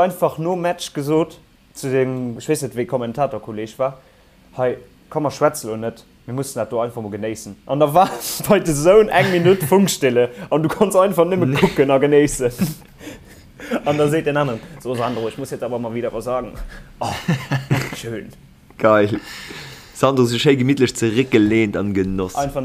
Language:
Luxembourgish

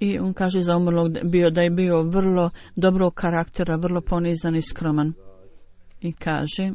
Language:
Bosnian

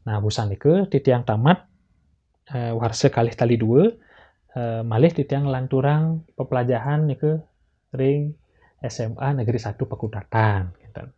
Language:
Balinese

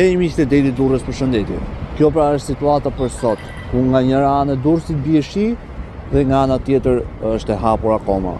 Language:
Albanian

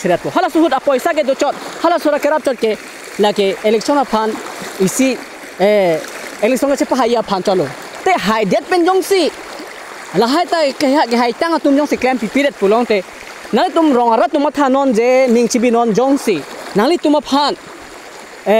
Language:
Karbi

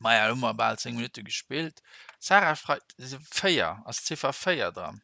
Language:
Luxembourgish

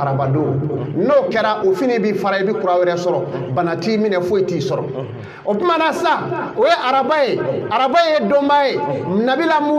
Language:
Bambara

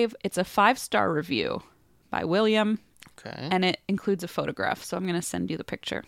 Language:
English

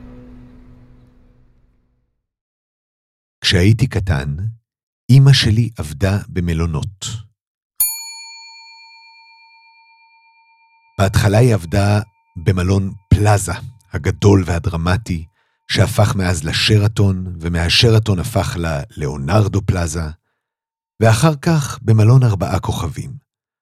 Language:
Hebrew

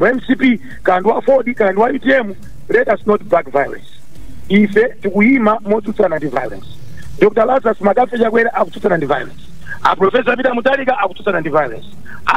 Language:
Nyanja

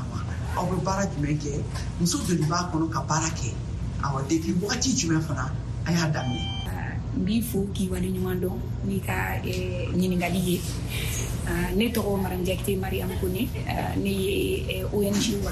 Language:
Bambara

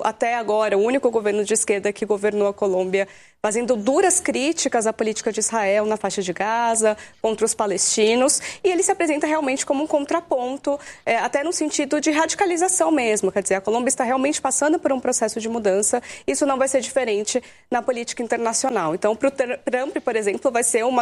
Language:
Portuguese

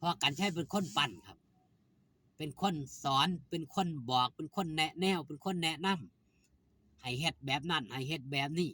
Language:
Northeastern Thai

